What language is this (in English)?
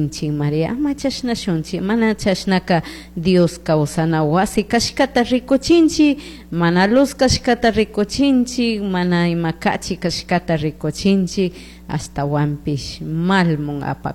Chimborazo Highland Quichua